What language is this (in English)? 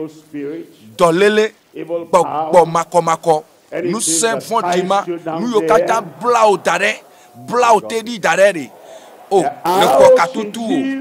Ewe